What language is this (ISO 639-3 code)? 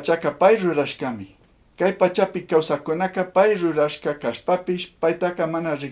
qug